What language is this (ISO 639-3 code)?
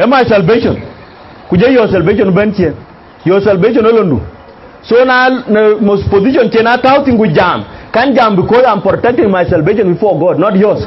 din